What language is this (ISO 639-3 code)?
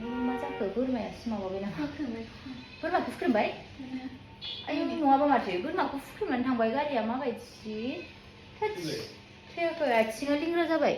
brx